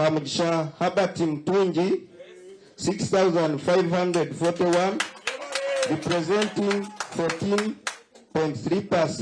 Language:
Nyankole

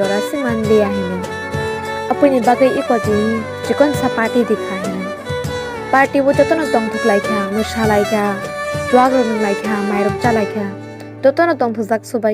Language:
Kok Borok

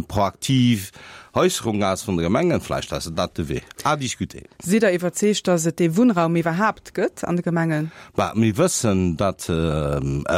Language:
Luxembourgish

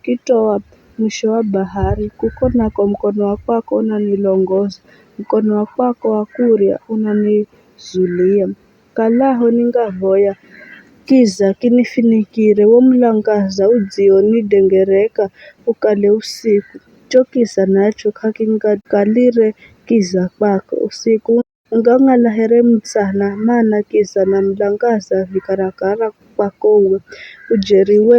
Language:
Giryama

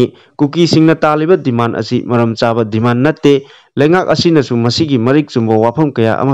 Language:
Manipuri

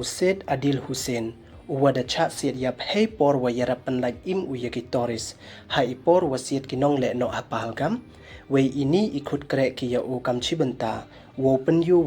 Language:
Pnar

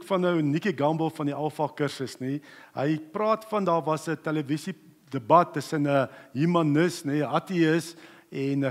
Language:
Afrikaans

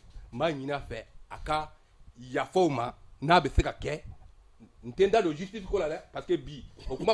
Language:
Bambara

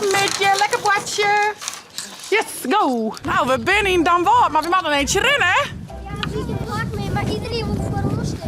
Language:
Western Frisian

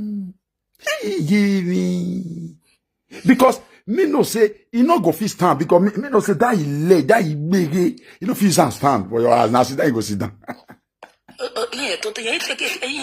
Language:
Nigerian Pidgin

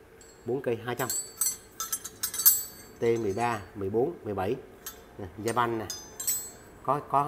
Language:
Vietnamese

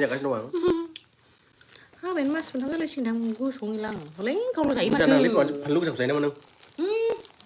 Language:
Bodo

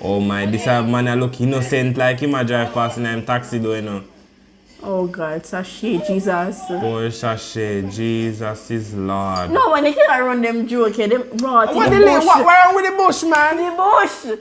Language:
Jamaican Creole English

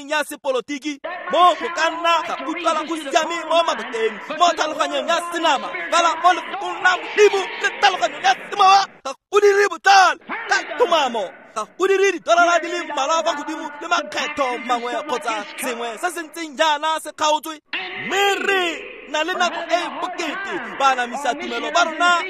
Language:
Tswana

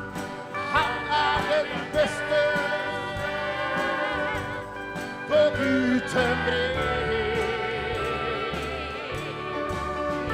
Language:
Norwegian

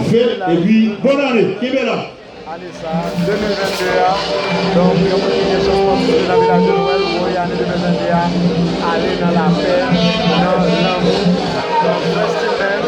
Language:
Haitian Creole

